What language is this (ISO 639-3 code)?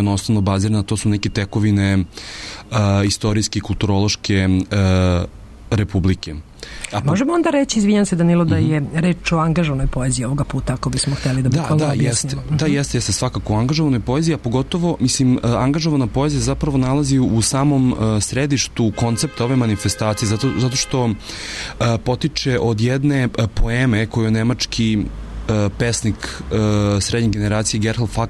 srp